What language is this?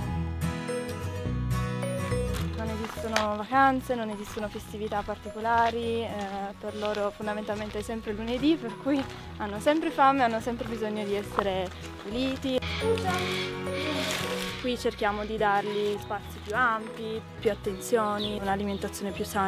Italian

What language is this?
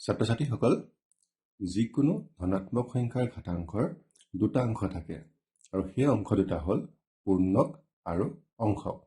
Assamese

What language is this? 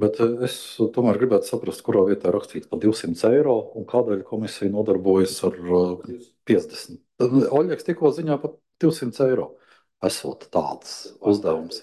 Latvian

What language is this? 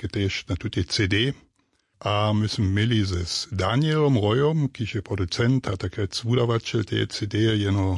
Upper Sorbian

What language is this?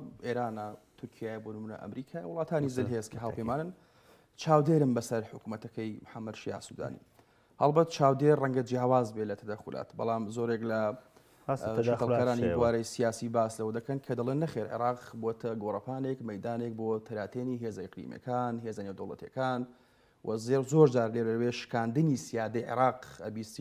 Central Kurdish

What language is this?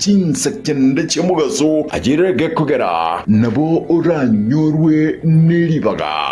Gusii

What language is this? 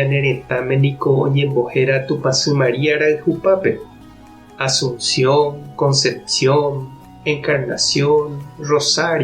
Guarani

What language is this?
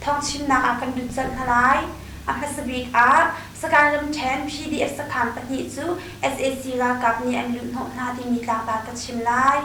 Hakha Chin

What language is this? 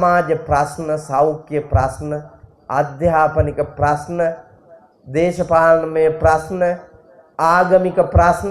Sinhala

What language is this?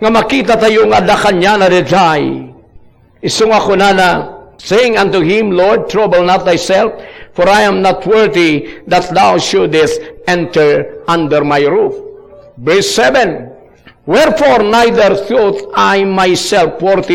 Iloko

